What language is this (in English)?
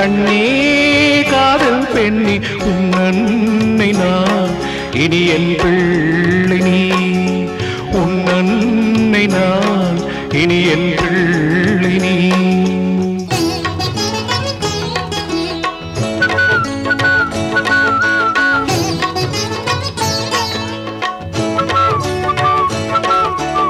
Tamil